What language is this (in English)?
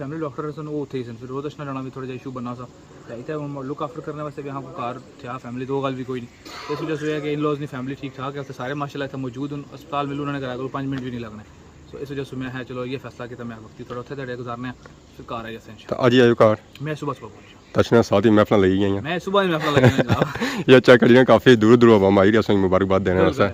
Pahari-Potwari